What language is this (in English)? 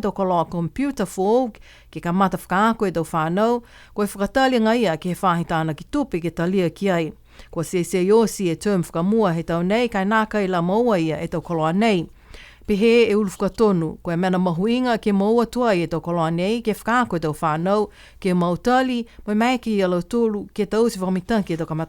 Niuean